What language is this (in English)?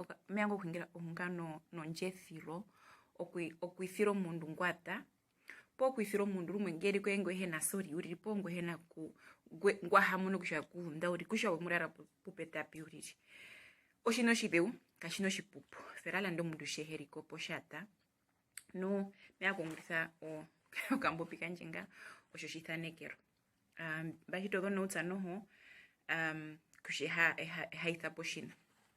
Herero